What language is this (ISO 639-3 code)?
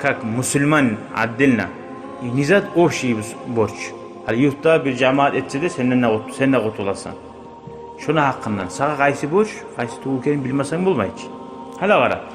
kum